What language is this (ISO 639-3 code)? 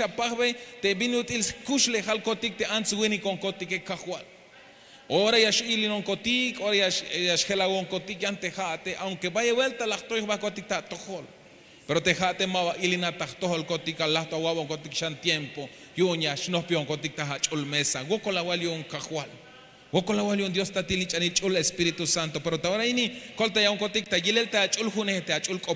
tzh